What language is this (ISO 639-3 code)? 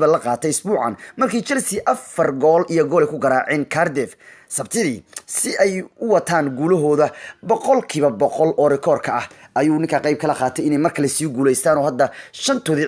som